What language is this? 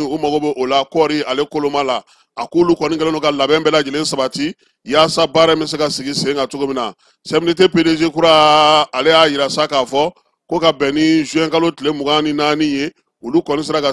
Bambara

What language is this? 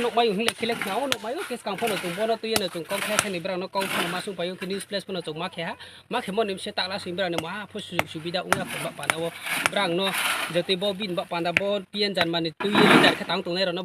Riang (India)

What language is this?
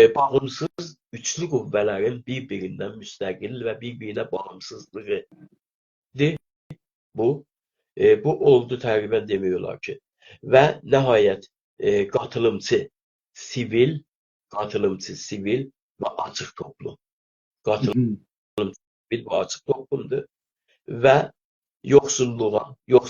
South Azerbaijani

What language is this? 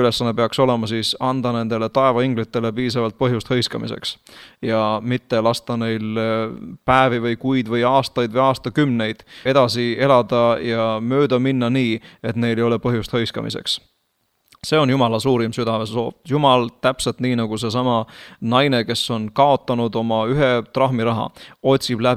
Estonian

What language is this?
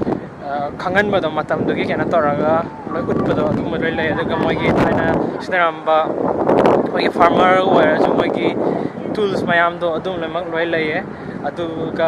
Manipuri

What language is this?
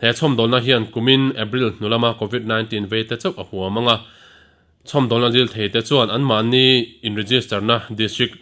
Mizo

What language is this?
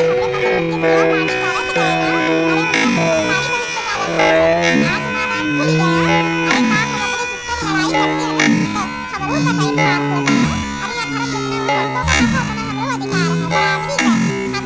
Awadhi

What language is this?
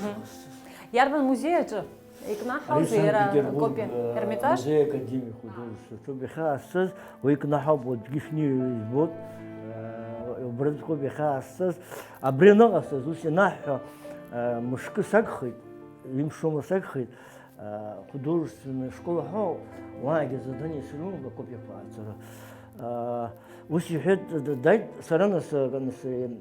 Abkhazian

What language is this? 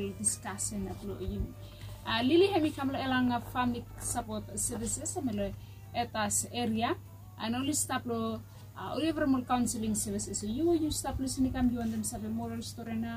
Bislama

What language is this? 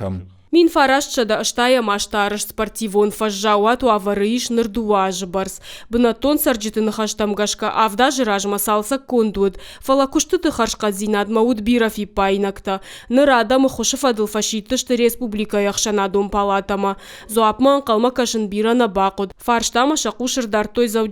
Ossetic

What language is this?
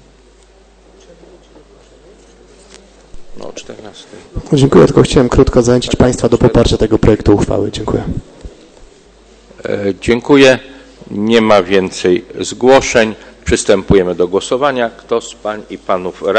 Polish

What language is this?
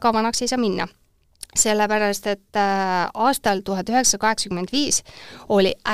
Estonian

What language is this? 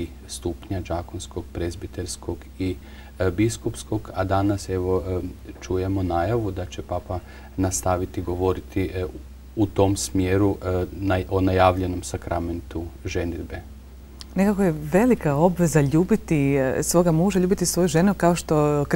Croatian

